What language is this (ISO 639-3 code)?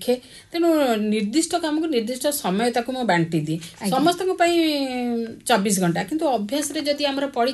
ori